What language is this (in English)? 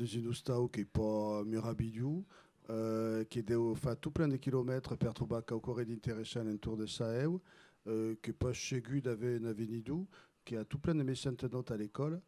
Occitan